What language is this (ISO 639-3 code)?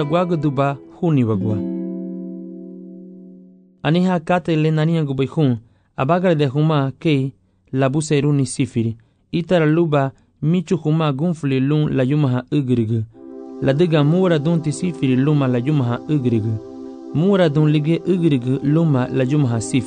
cab